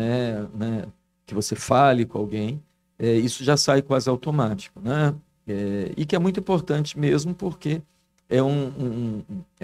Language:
Portuguese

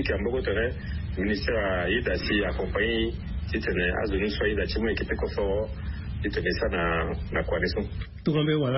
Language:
Sango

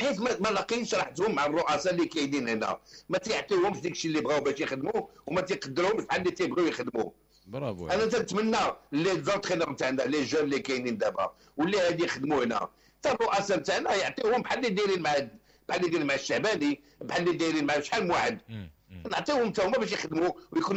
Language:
Moroccan Arabic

